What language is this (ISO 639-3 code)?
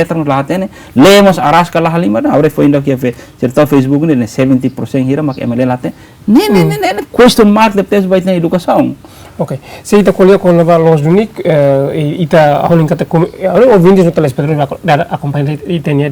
tet